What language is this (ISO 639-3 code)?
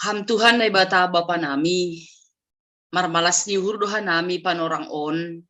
bts